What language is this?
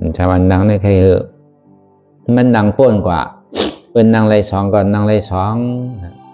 Shan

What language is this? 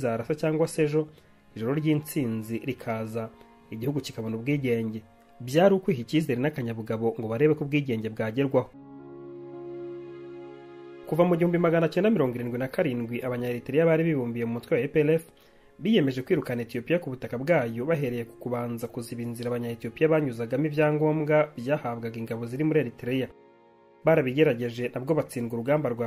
Kinyarwanda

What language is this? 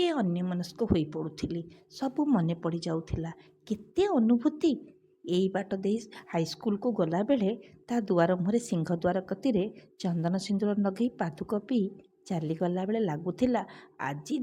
Odia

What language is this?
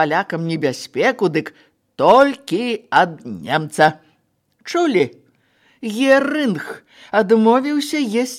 Belarusian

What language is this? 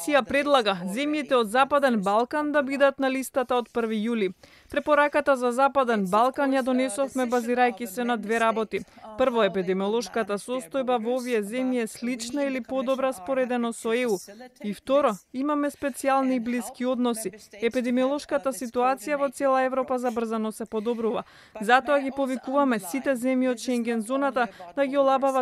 Macedonian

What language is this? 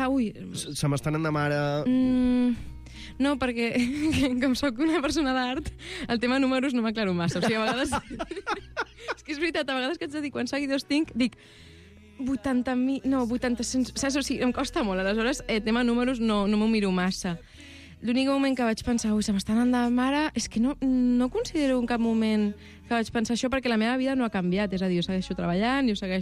Catalan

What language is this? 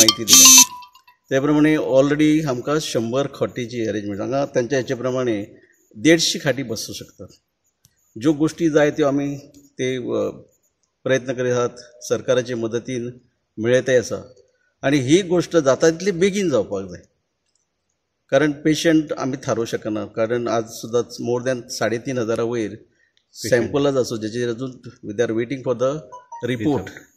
Konkani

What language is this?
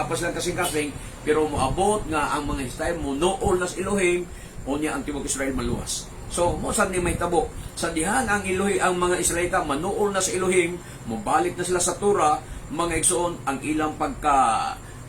Cebuano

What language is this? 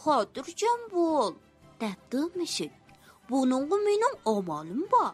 Uyghur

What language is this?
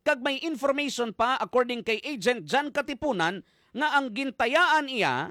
Hiligaynon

